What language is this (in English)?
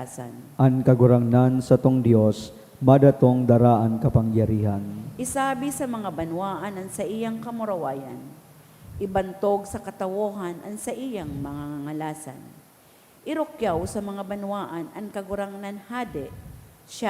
Bikol